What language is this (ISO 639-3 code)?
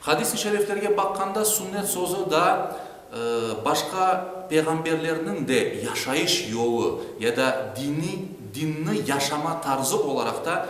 crh